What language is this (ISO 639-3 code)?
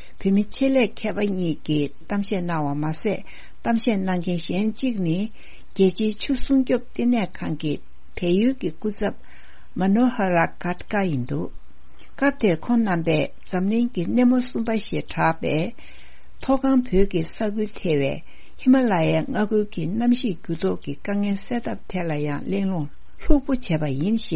bod